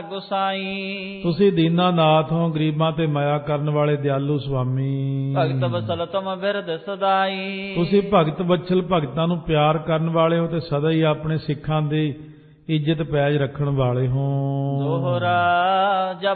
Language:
Punjabi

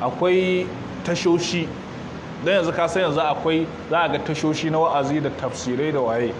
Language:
Hausa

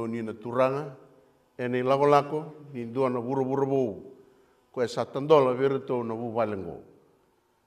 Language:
Fijian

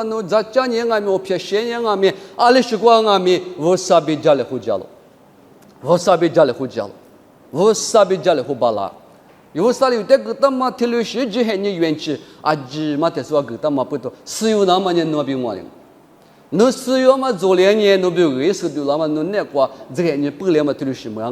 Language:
Lisu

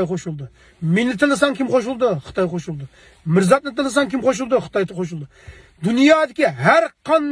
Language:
Uyghur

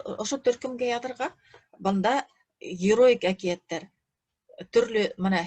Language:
Bashkir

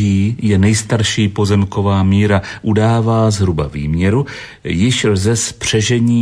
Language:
Czech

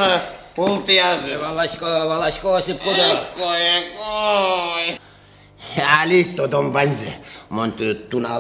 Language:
Udmurt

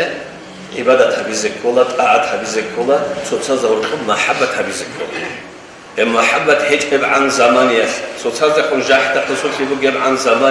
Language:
Avaric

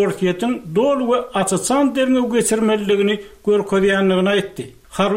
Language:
Turkmen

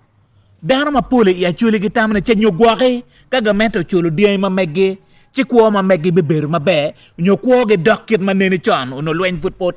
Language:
Acoli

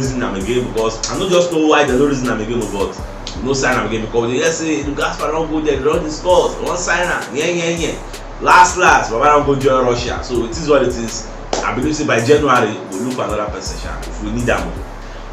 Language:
Nigerian Pidgin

